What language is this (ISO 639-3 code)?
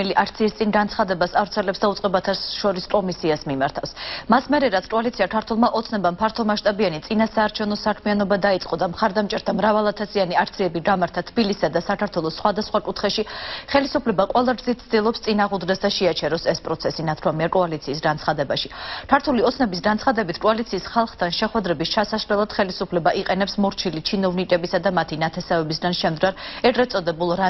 kat